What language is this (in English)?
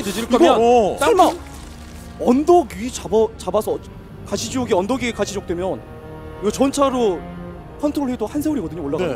Korean